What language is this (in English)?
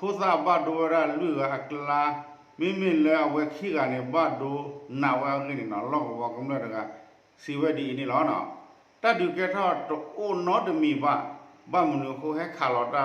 S'gaw Karen